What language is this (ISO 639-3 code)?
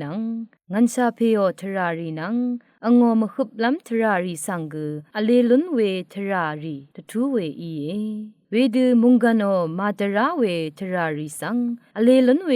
raw